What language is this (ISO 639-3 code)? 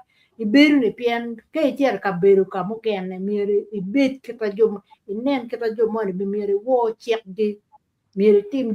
ach